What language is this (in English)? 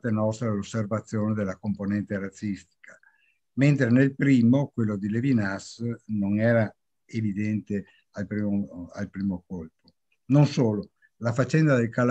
Italian